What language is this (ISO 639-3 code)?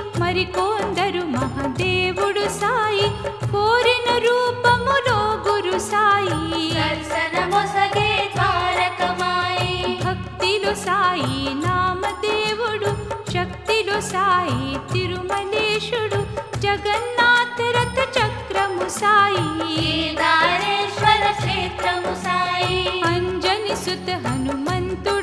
tel